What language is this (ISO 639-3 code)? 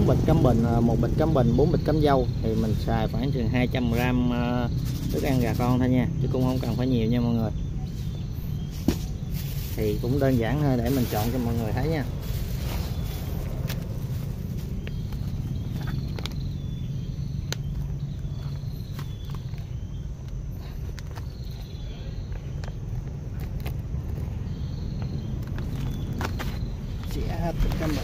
vie